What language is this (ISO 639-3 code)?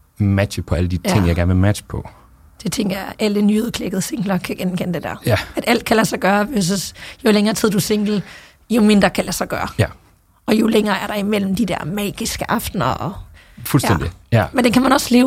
dan